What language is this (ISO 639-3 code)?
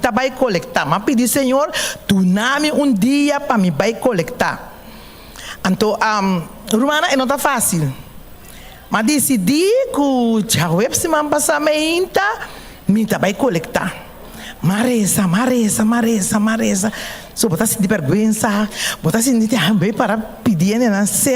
pap